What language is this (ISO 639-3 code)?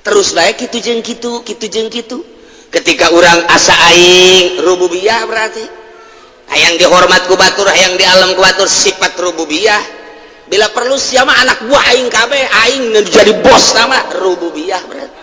sun